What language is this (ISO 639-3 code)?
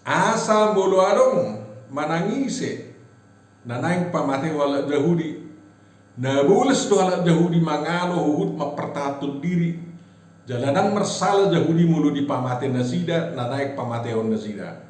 bbc